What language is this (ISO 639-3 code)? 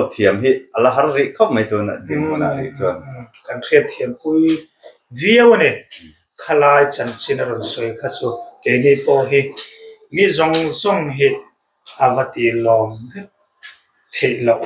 lus